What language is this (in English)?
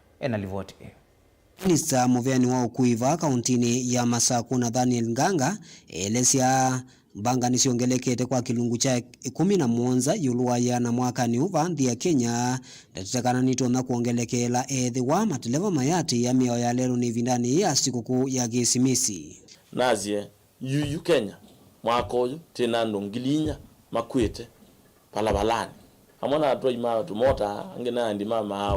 Kamba